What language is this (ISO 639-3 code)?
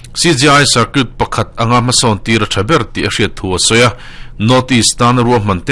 lus